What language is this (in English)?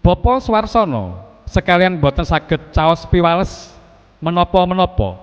Javanese